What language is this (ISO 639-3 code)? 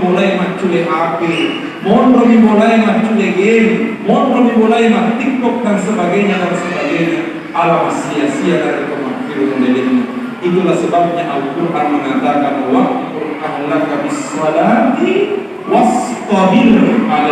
bug